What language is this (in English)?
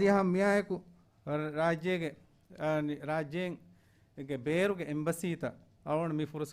Divehi